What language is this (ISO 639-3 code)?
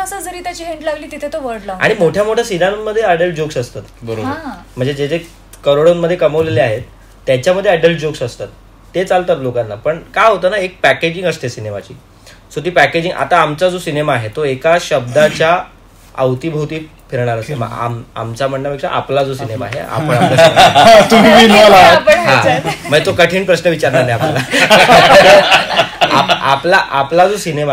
mar